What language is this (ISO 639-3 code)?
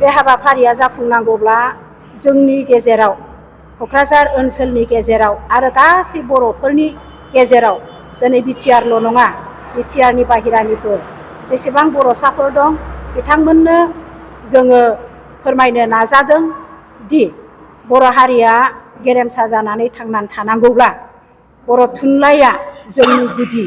brx